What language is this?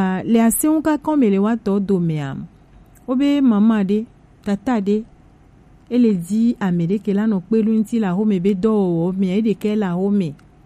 Gen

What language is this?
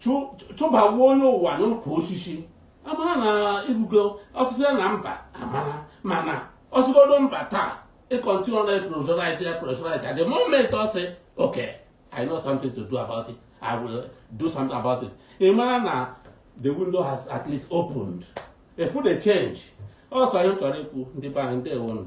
Igbo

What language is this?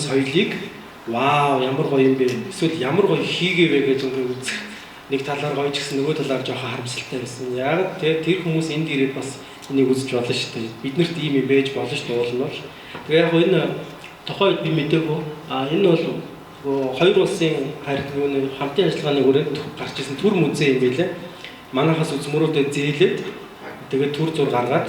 Mongolian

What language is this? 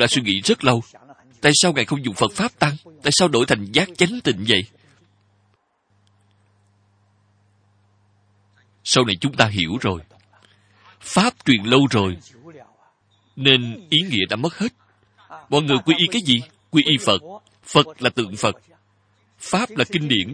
Vietnamese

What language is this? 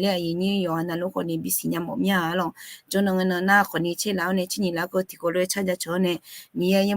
Akha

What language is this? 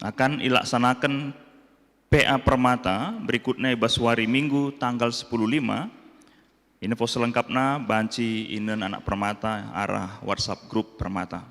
Batak Karo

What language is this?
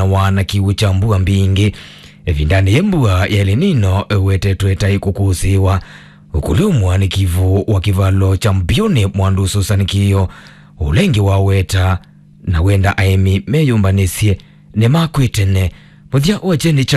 Kamba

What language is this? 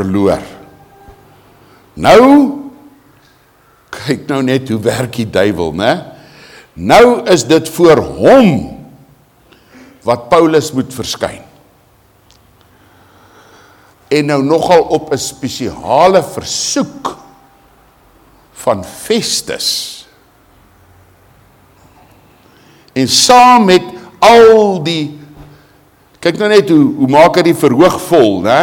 Afrikaans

